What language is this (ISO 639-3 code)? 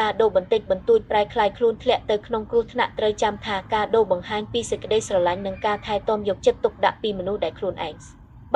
khm